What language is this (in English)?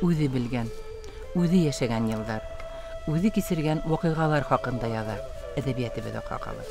Bashkir